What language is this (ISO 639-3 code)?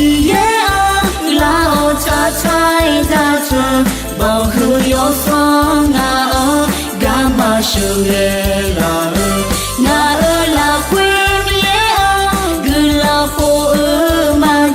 ahk